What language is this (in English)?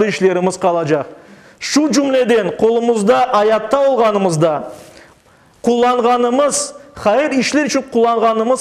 Crimean Tatar